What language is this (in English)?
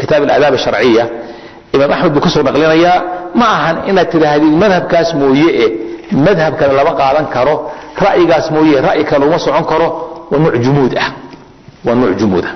Somali